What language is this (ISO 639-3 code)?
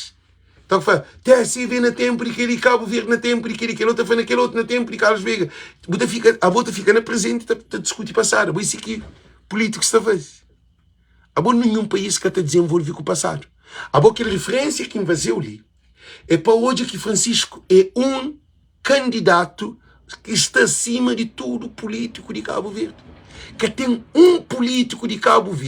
kea